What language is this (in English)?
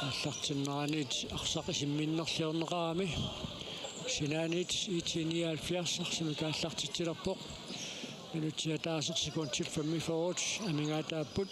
Kalaallisut